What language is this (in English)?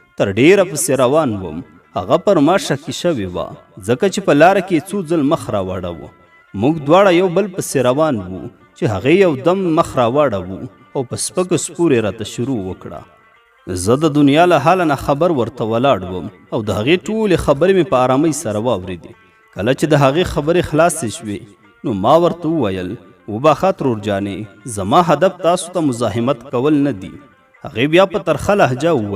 Pashto